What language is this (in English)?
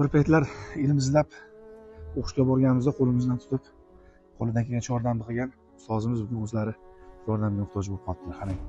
Uzbek